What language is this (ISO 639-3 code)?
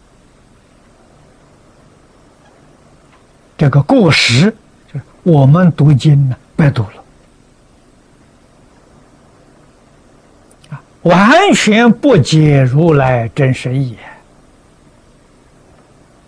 zho